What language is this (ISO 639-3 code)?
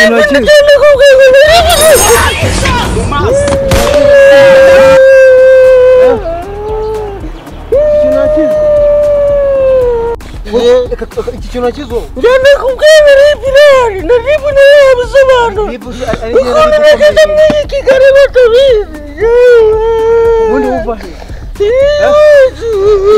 kin